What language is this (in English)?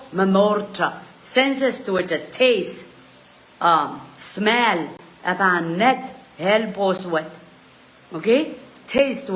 Pohnpeian